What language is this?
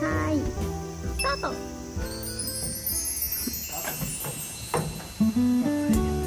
Japanese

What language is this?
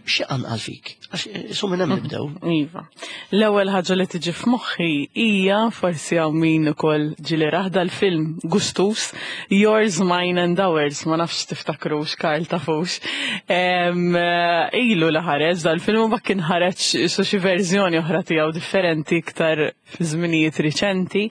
Maltese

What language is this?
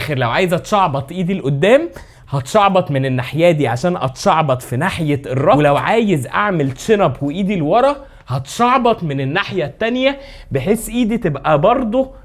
Egyptian Arabic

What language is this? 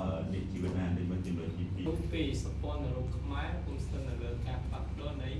Khmer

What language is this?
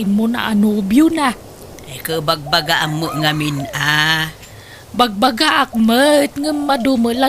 Iloko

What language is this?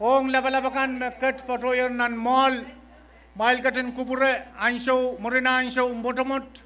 Pohnpeian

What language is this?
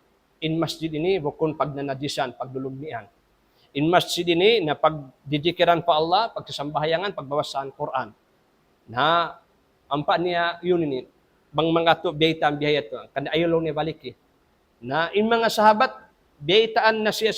Tausug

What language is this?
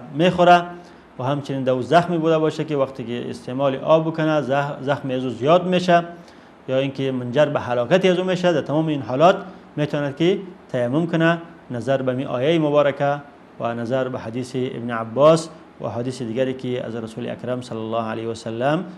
Persian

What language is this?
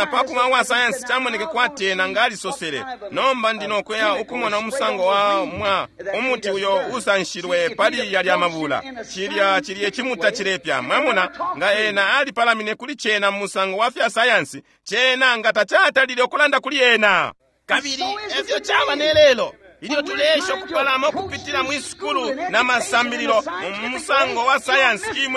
Bemba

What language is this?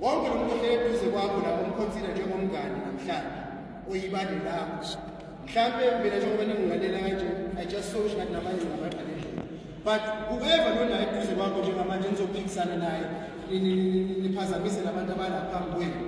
Zulu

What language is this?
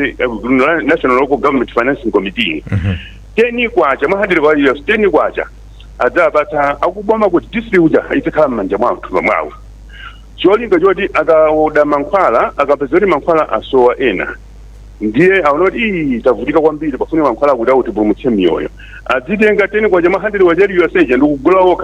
Nyanja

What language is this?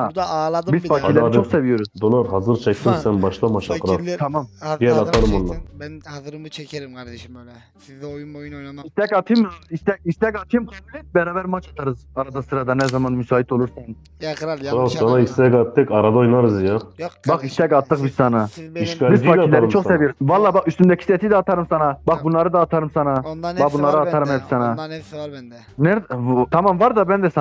Turkish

